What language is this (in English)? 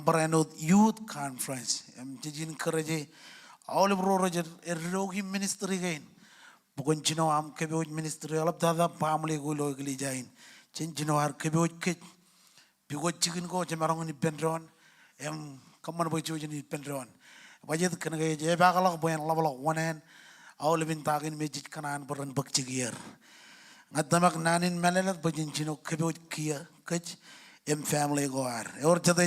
Marshallese